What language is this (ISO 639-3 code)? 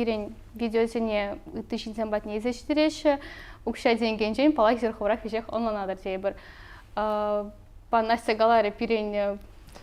chv